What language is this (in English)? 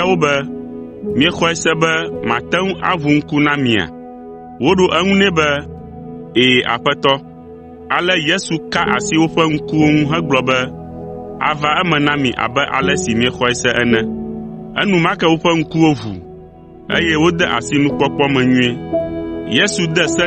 Ewe